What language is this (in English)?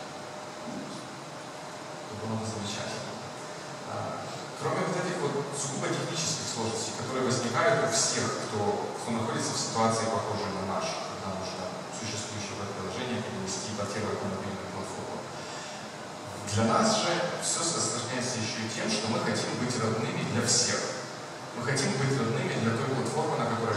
Russian